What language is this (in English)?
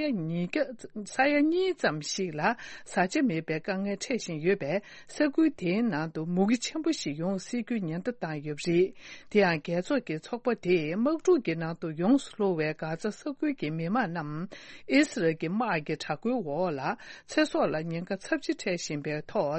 Tibetan